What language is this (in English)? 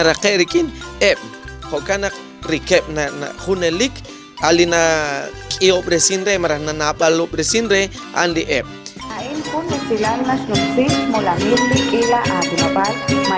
Kekchí